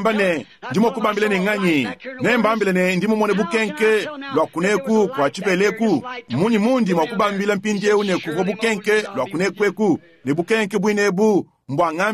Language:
Luba-Lulua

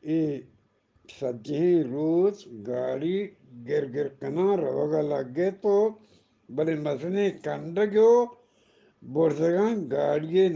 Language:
Eastern Balochi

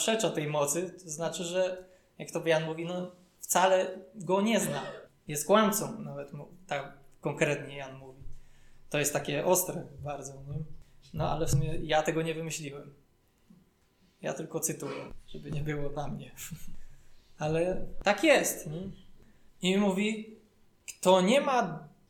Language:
Polish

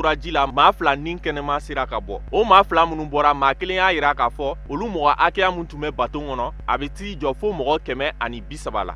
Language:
Bambara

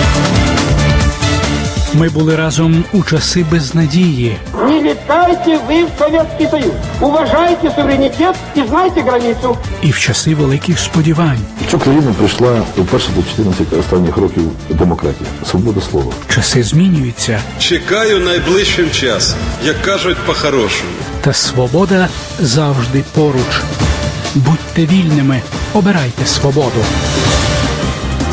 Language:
Ukrainian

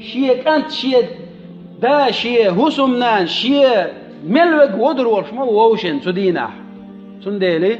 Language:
Chechen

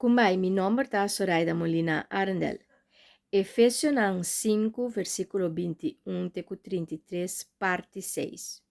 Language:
Papiamento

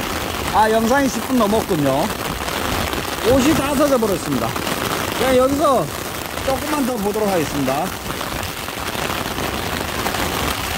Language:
Korean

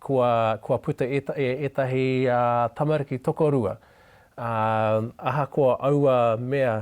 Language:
Māori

